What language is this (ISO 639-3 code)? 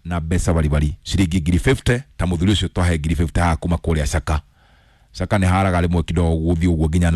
kik